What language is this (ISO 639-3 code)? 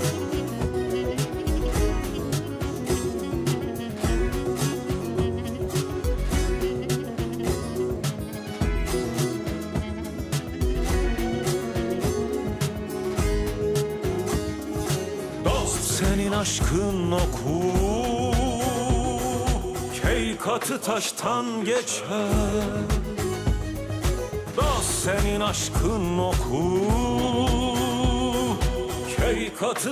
tur